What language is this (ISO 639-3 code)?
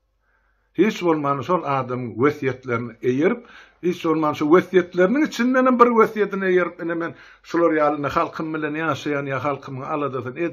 tuk